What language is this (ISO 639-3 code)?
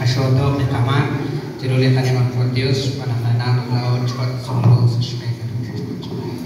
kek